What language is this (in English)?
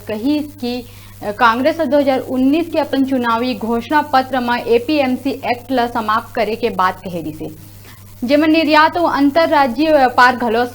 Chhattisgarhi